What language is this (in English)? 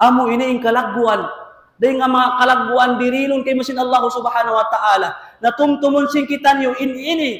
Tausug